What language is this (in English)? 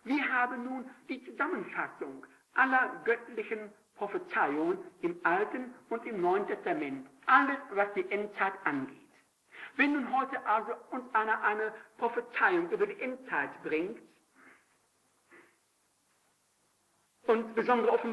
German